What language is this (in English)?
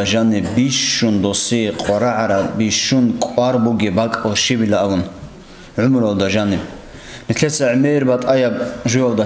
Avaric